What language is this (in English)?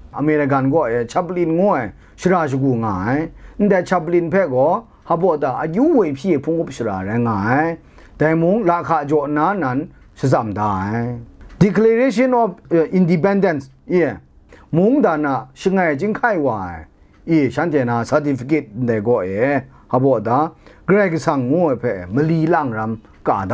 Kachin